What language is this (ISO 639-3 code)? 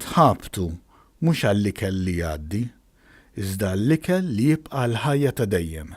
mlt